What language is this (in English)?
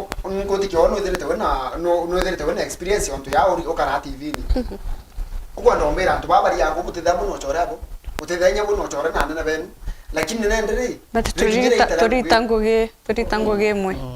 Meru